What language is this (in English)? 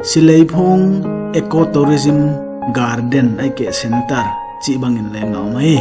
Paite Chin